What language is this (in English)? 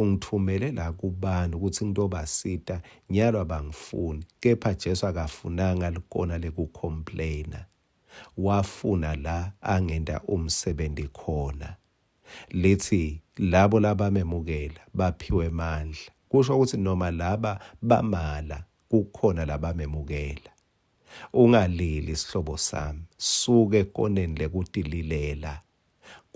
Swati